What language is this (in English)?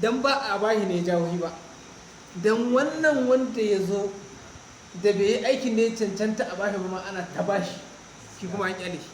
Hausa